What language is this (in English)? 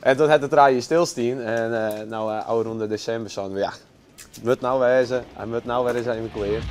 Western Frisian